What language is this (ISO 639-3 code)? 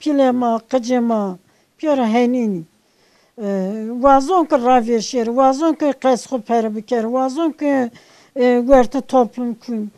zza